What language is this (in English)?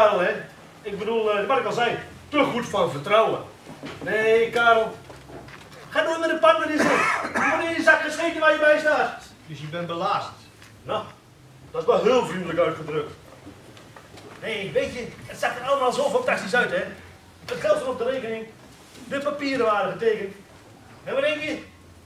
Dutch